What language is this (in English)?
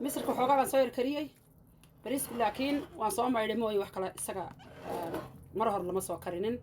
Somali